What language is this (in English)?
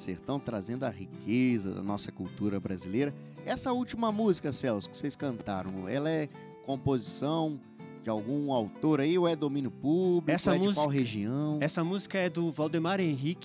Portuguese